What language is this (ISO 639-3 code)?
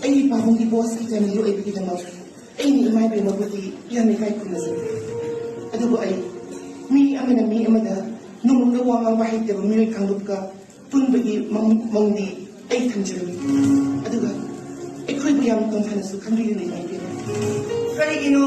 mni